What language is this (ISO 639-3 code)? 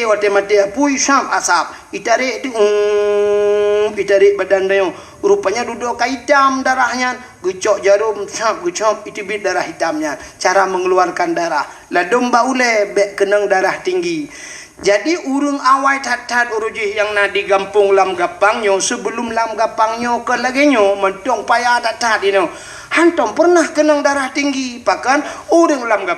ace